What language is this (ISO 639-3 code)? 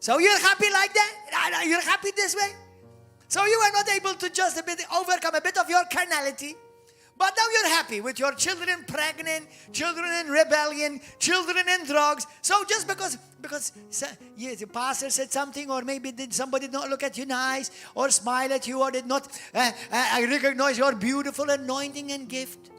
eng